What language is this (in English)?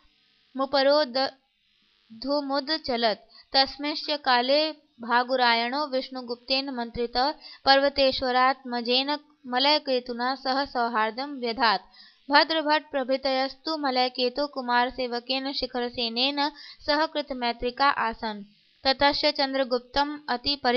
Sanskrit